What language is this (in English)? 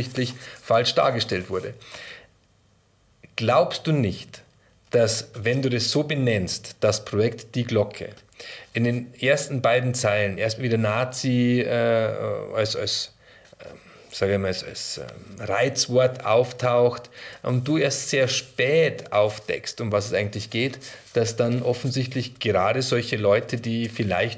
German